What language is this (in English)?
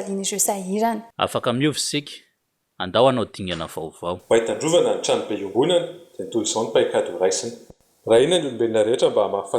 Malagasy